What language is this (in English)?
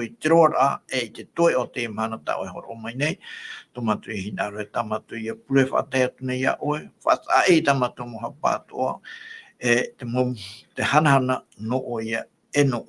Tahitian